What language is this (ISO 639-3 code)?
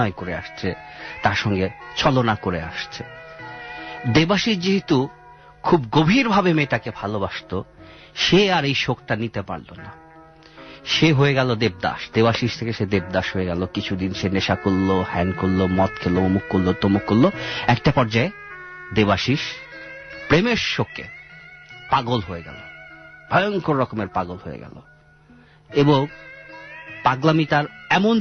ben